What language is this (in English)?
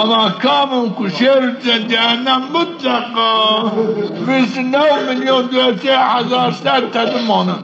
Zaza